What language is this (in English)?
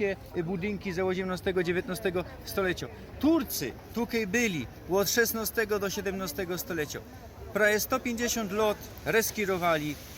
Silesian